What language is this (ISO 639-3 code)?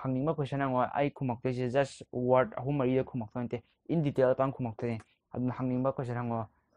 mni